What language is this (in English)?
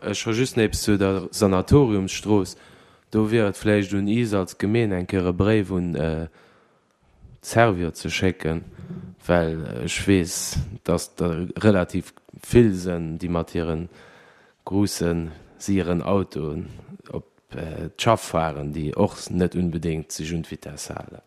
Luxembourgish